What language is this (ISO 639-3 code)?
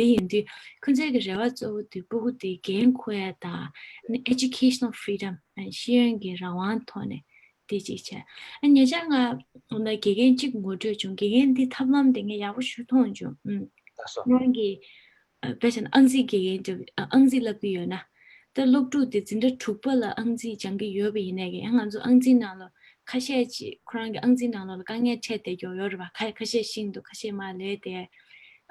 bod